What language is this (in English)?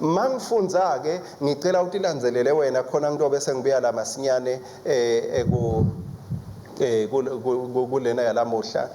Swati